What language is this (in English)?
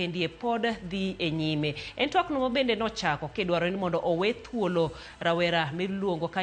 Luo (Kenya and Tanzania)